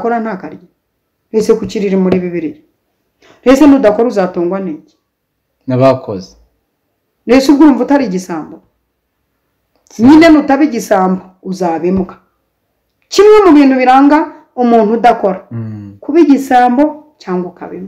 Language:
Kinyarwanda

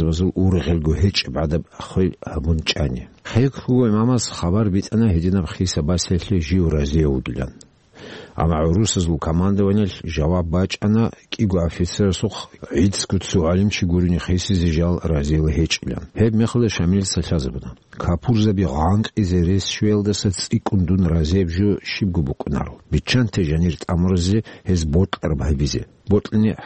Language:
Avaric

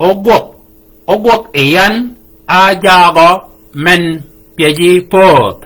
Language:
Shilluk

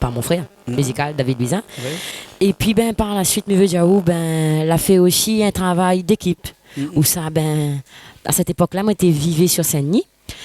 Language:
Réunion Creole French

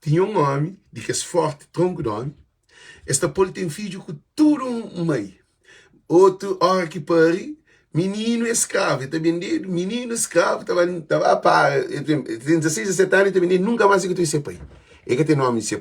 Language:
Kabuverdianu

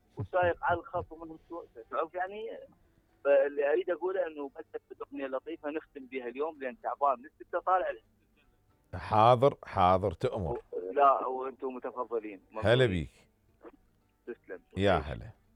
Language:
Mesopotamian Arabic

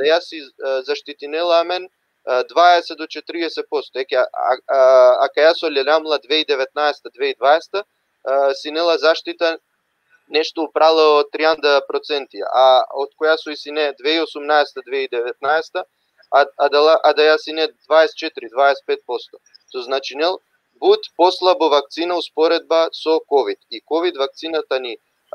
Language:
Balkan Romani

